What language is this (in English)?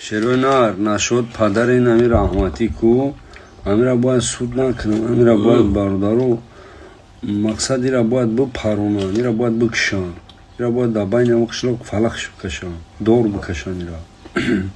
Tajik